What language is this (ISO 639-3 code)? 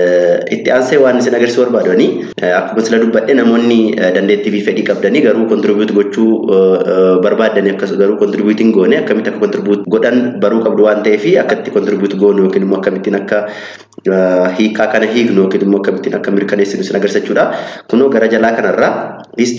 orm